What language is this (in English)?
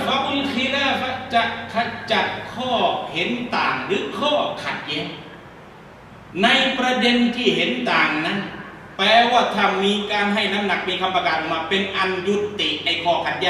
Thai